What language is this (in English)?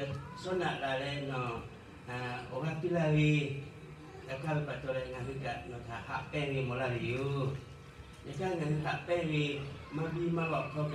Lahu